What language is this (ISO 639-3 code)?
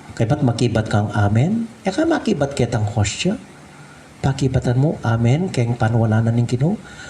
pam